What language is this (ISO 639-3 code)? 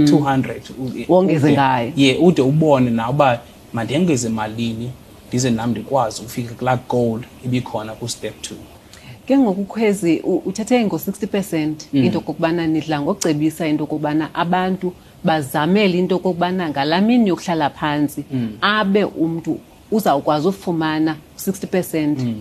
xho